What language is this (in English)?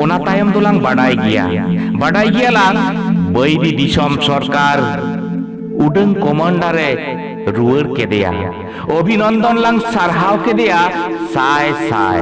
Santali